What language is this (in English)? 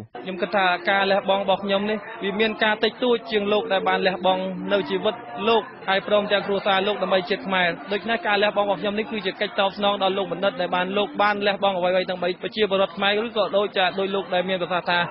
Khmer